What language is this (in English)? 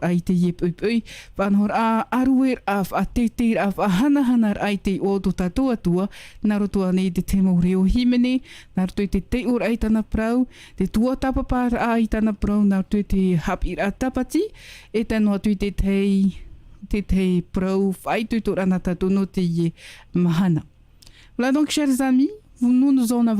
Tahitian